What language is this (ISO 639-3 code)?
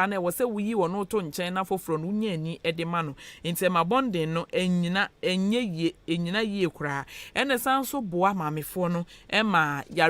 aka